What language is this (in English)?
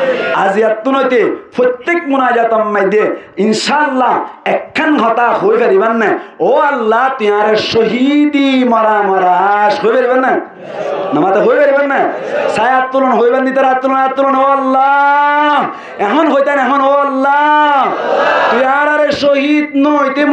Rohingya